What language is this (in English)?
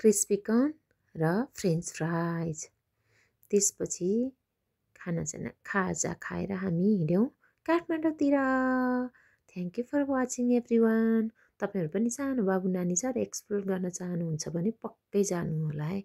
Nepali